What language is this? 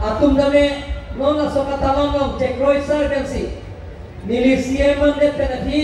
Karbi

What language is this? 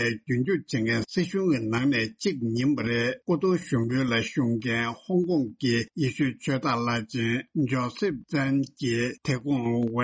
Tibetan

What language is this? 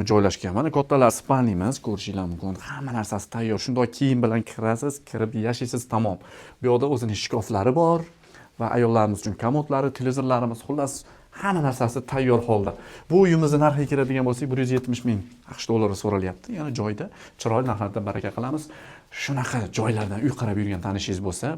Uzbek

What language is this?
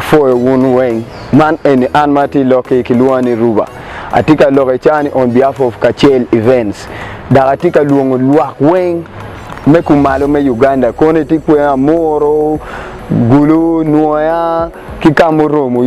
Acoli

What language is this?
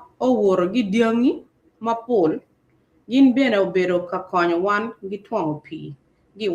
Acoli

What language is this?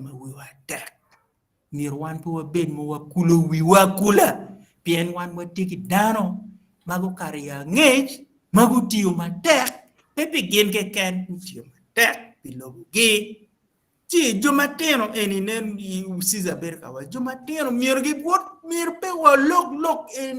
Acoli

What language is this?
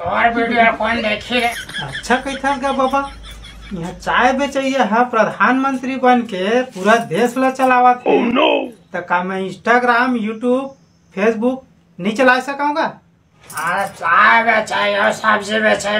Chhattisgarhi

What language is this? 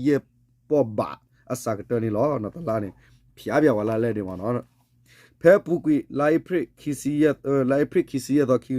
S'gaw Karen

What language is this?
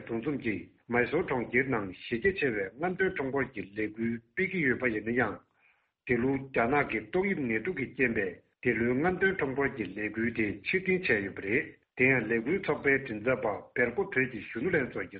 Tibetan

